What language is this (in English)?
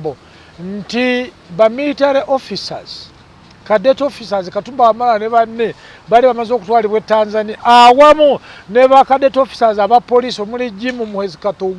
Ganda